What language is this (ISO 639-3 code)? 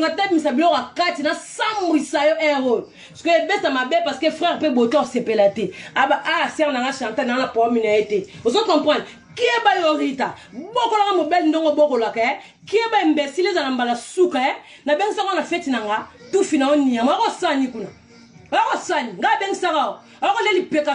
lin